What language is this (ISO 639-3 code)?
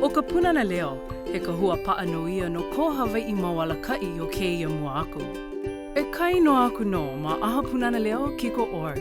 haw